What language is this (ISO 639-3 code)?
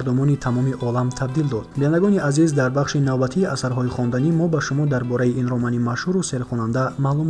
tgk